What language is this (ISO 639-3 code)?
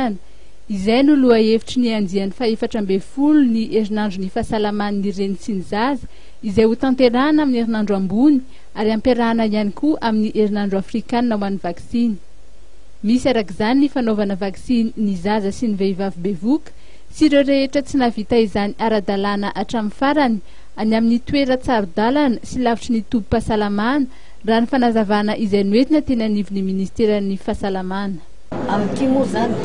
mlg